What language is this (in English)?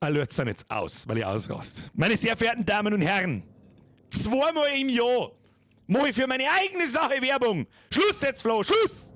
Bavarian